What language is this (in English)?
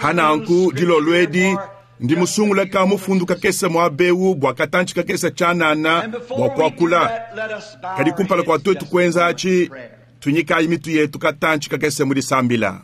Luba-Lulua